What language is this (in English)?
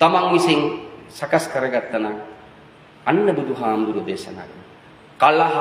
Sinhala